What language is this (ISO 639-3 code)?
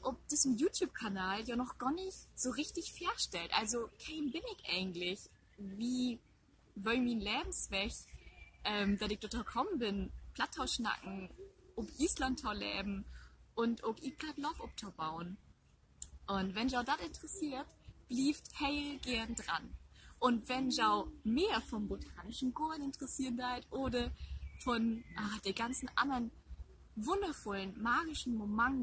nds